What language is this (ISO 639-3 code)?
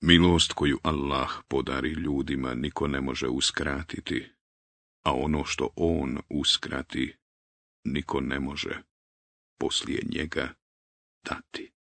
bos